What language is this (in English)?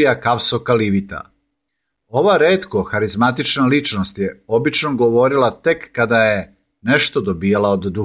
Serbian